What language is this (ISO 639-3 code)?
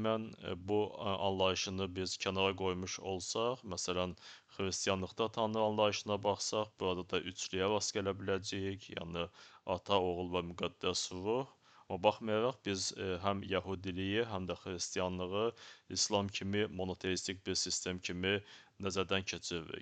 aze